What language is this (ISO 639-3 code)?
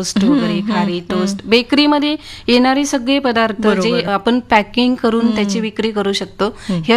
mar